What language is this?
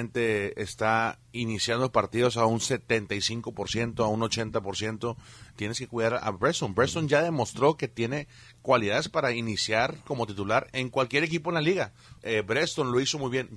Spanish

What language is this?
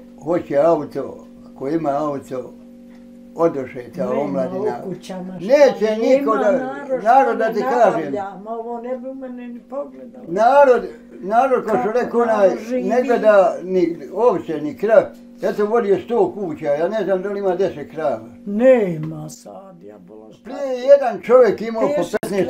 Bosnian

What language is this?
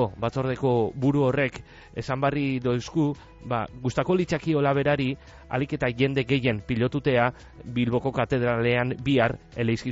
Basque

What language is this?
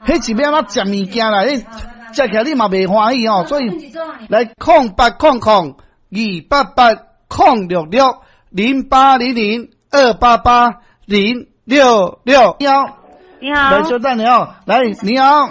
Min Nan Chinese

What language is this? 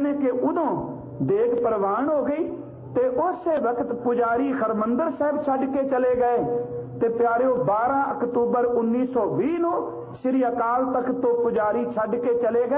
Punjabi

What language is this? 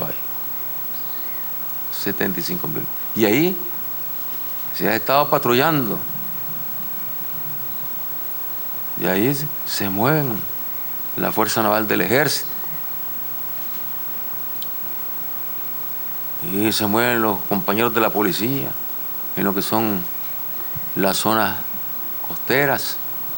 Spanish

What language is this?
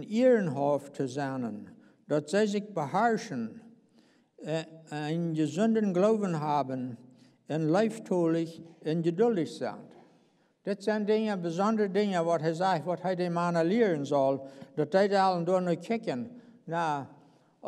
Plautdietsch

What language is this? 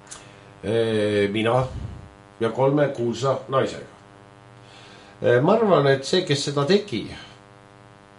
Estonian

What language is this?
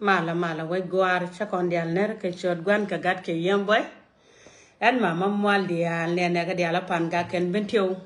Nuer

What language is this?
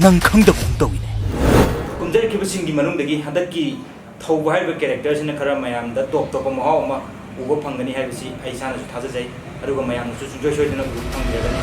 Manipuri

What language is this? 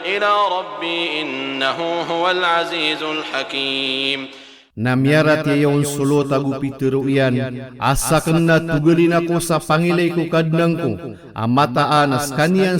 Maranao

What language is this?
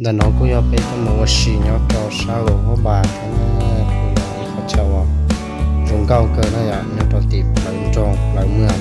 Hmong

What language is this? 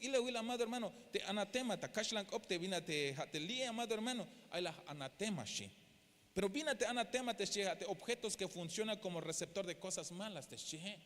Tzeltal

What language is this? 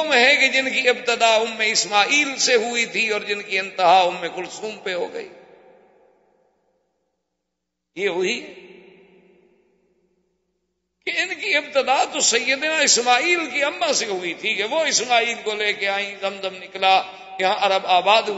Urdu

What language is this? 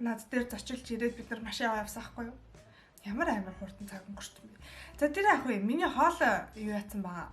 Mongolian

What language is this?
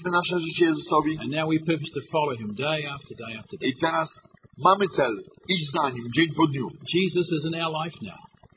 Polish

